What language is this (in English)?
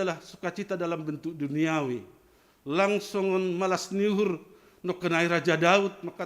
Batak Simalungun